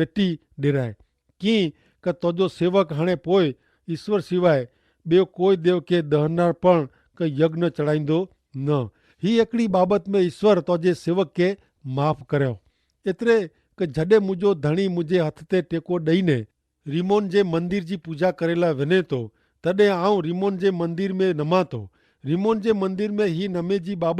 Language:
Kachhi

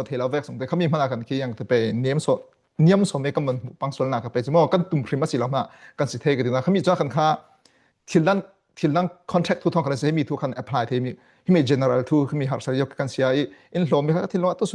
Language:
Falam Chin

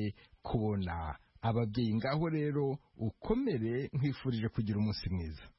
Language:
Kinyarwanda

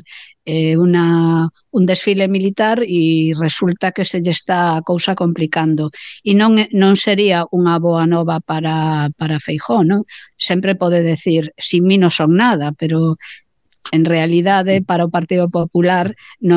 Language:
Galician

